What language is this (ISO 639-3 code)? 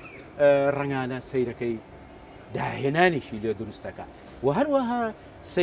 ckb